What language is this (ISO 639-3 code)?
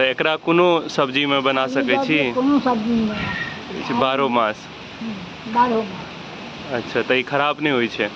mai